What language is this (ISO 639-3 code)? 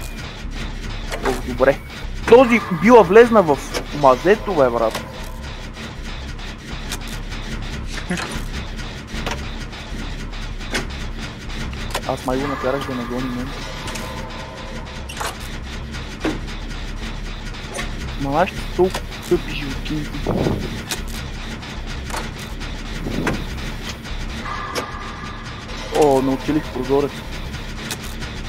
bul